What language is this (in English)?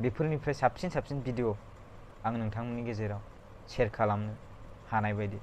Bodo